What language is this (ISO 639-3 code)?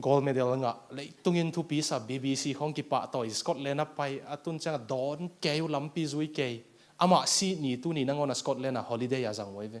ctd